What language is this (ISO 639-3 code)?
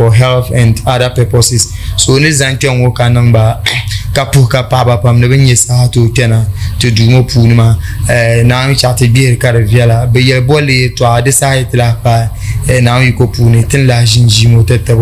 dag